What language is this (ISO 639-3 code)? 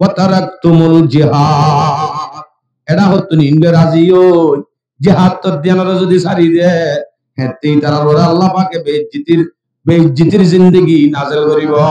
rhg